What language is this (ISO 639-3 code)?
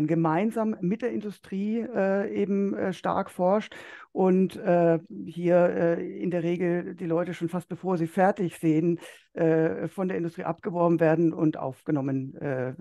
deu